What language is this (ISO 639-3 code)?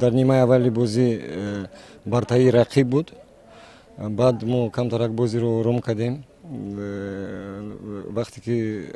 tgk